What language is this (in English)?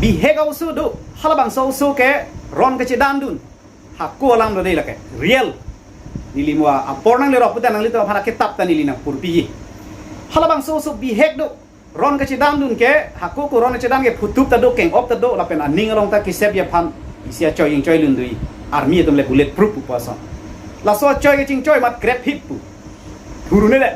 Karbi